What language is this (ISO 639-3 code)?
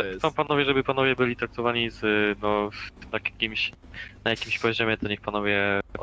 pol